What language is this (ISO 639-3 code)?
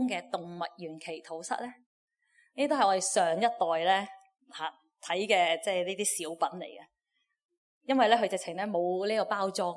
yue